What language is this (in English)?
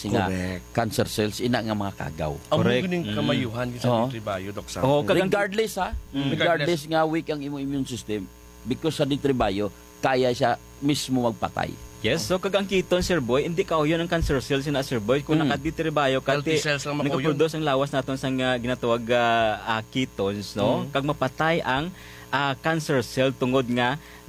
Hiligaynon